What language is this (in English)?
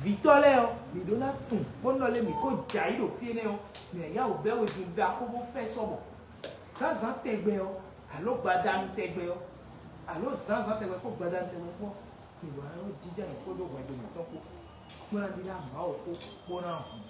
Fon